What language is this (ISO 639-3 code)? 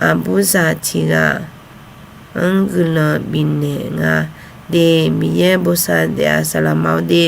ahk